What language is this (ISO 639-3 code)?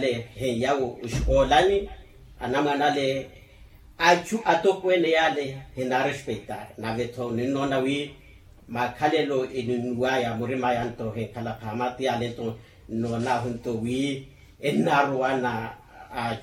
vmw